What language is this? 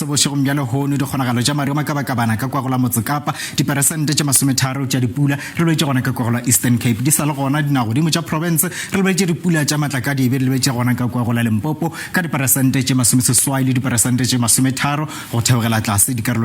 Northern Sotho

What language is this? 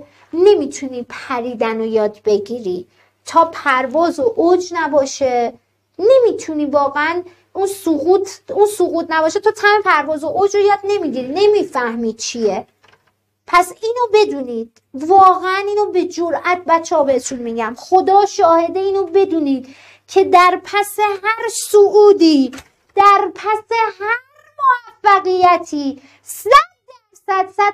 Persian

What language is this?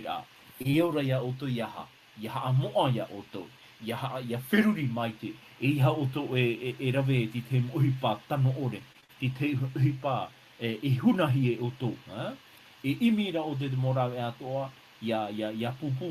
Tahitian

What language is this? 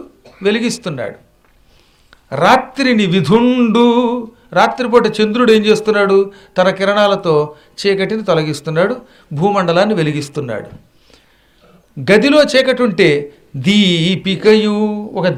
Telugu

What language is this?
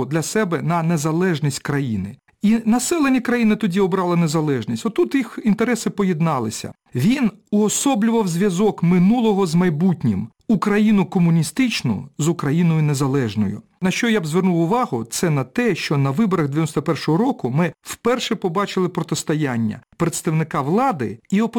Ukrainian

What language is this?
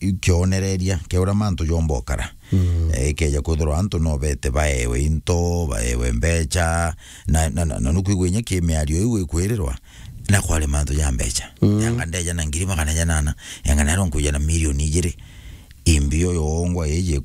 Meru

